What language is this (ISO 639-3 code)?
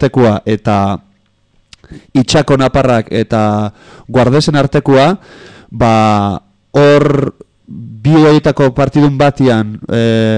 eus